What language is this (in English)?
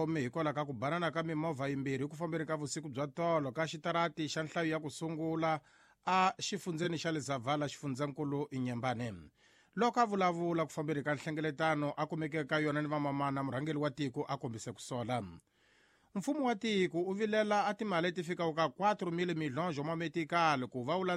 Tsonga